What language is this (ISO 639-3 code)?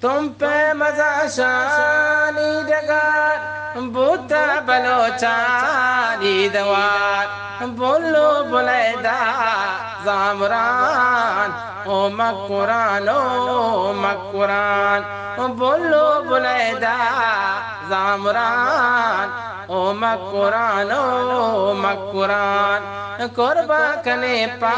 bgp